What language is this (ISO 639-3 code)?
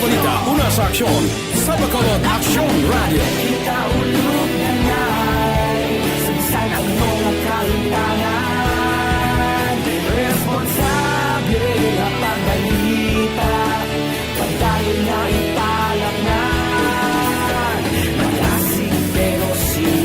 hil